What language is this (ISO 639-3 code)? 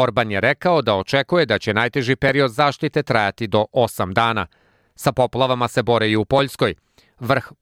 srp